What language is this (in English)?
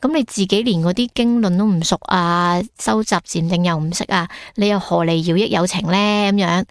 Cantonese